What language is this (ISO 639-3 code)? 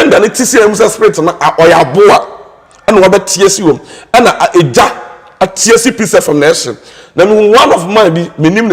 aka